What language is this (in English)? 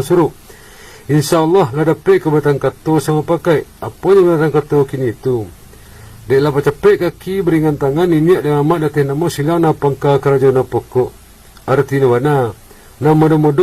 Minangkabau